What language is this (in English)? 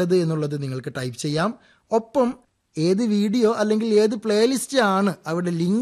Malayalam